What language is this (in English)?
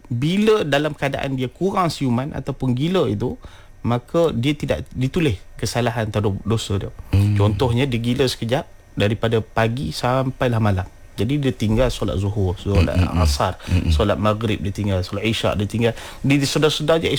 Malay